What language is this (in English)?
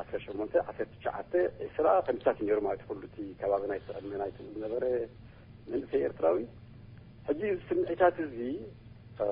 Tigrinya